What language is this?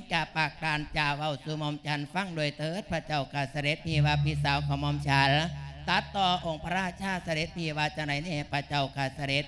Lao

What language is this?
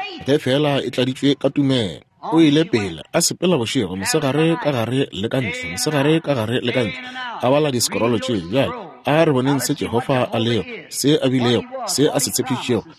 Northern Sotho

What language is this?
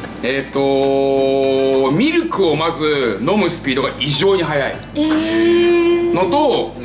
Japanese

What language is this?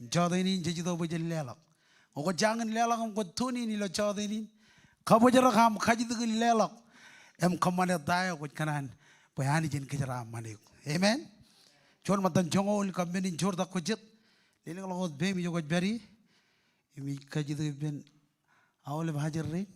Marshallese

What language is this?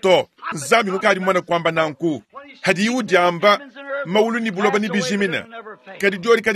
Luba-Lulua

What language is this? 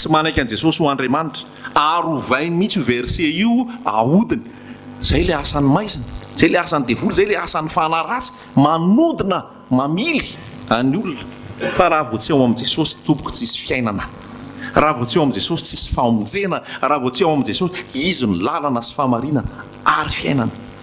Malagasy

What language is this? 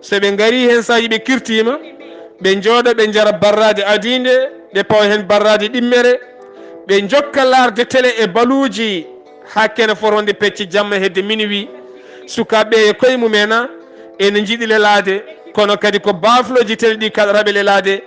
Fula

